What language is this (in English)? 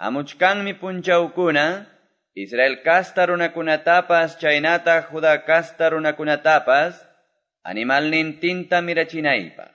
Quechua